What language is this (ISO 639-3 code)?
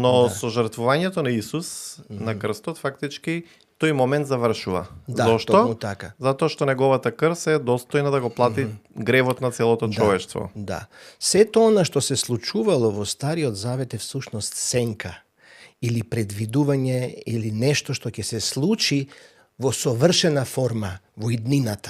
mkd